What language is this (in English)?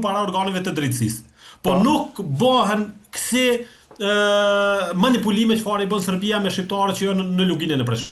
Albanian